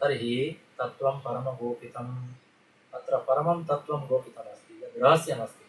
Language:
Sanskrit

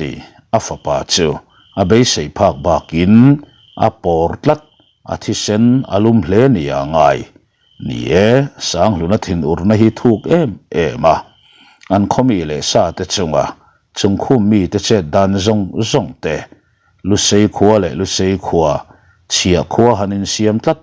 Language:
Mizo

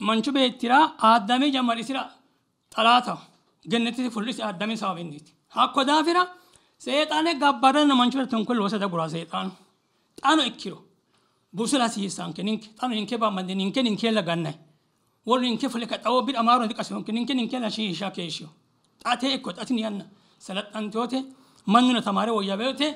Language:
Sidamo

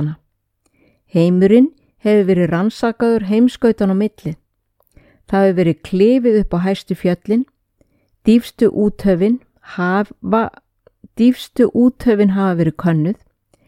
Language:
Icelandic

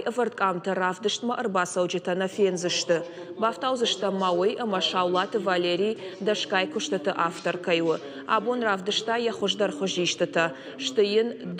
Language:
Ossetic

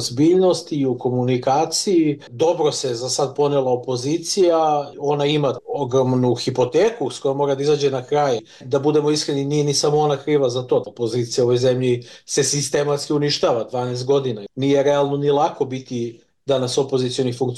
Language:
Serbian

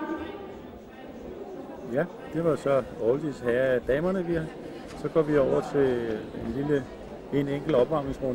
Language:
Danish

